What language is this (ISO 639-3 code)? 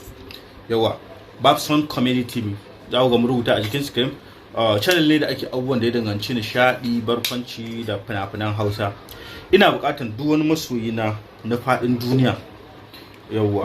hau